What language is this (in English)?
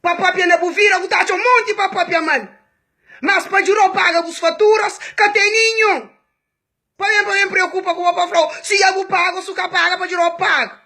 Kabuverdianu